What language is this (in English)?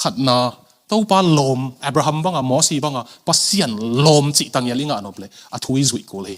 Tedim Chin